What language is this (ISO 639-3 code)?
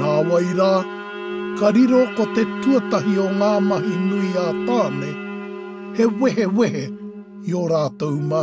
mri